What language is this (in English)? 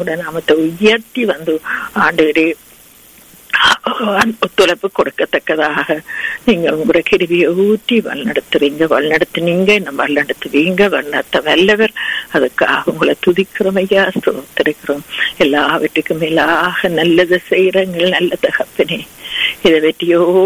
Tamil